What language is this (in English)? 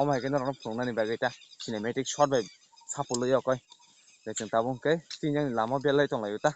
Kok Borok